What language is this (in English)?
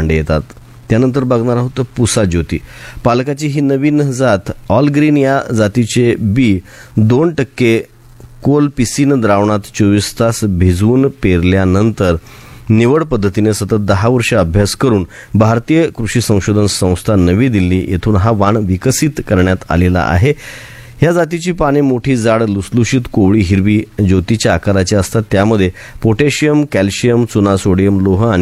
Marathi